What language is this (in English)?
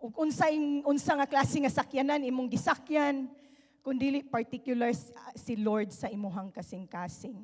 Cebuano